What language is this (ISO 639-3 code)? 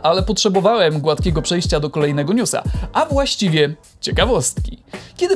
pol